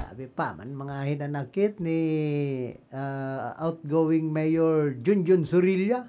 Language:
Bikol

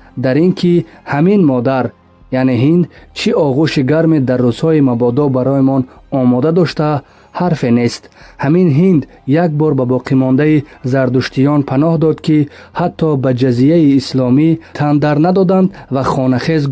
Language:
Tajik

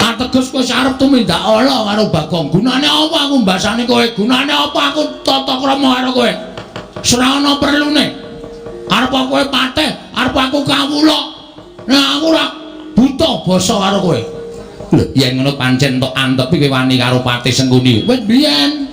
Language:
Javanese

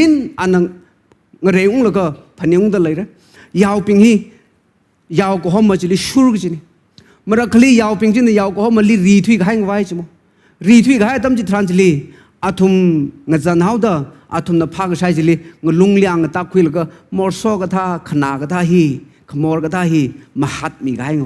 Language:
Tangkhul Naga (India)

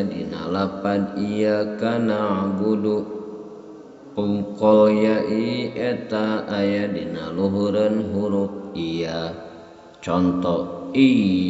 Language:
Sundanese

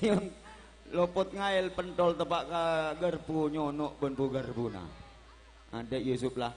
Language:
Madurese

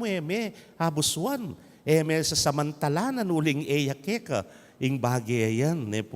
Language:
Pampanga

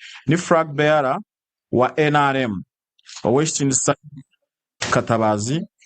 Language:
Nyankole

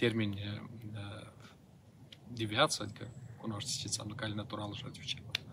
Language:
Romanian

